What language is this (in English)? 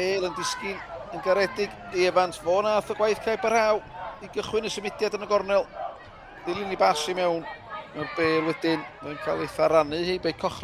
Welsh